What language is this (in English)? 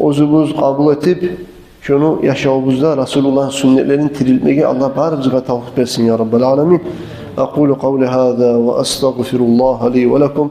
Kumyk